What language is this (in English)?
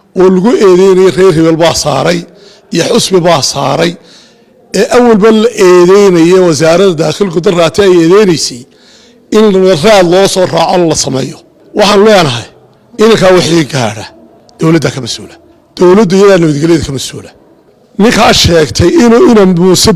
Somali